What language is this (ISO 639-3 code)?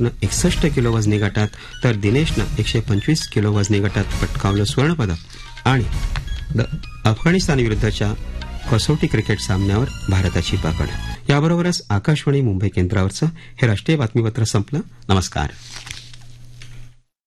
mar